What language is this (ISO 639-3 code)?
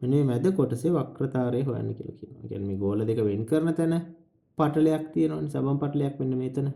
sin